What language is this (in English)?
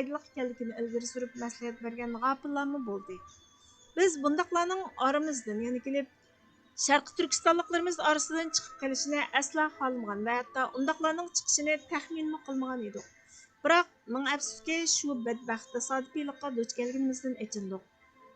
Uyghur